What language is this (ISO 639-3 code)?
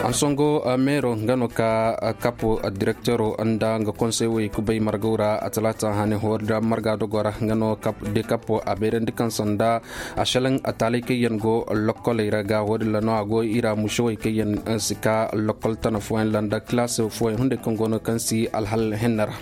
ses